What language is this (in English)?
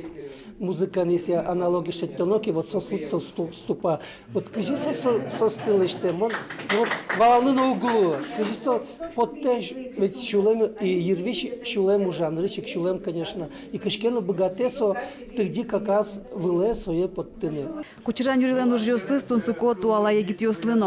Udmurt